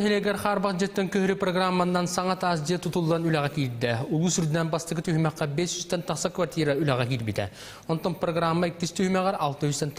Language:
Yakut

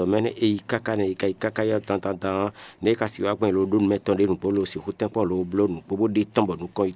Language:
Fon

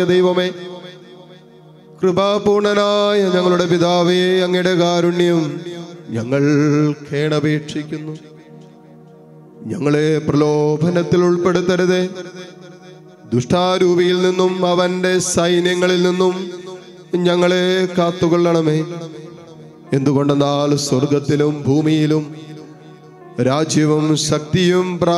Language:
Malayalam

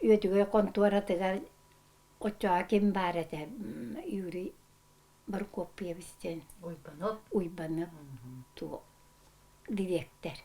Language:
Yakut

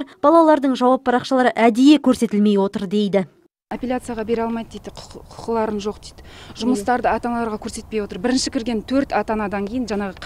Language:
Kazakh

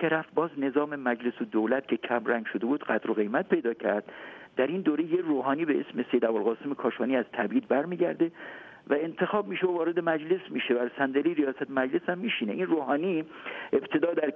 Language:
Persian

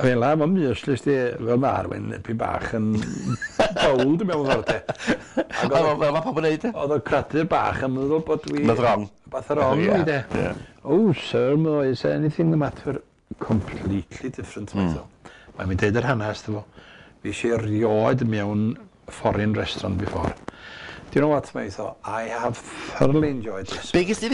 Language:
Welsh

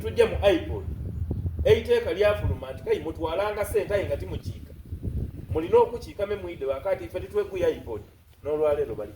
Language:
Soga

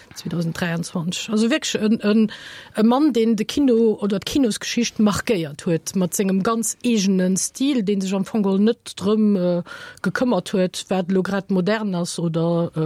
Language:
Luxembourgish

